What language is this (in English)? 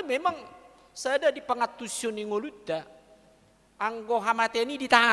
Batak Toba